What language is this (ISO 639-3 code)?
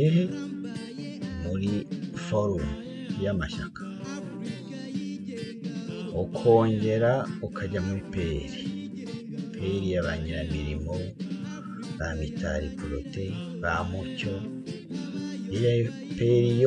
kin